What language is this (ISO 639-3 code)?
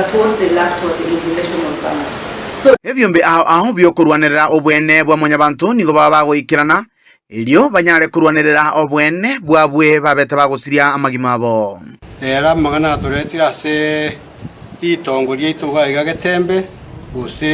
guz